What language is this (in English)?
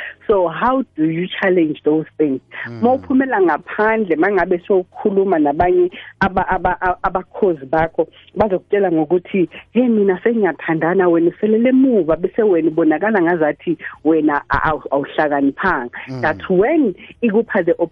South Ndebele